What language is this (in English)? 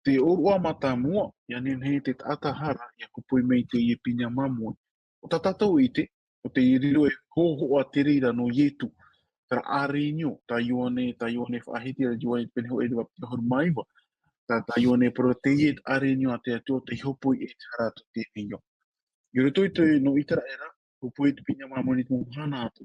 Tahitian